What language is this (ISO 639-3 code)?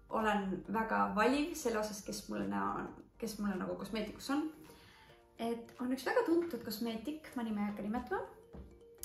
est